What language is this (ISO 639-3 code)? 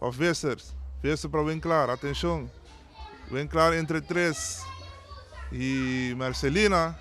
pap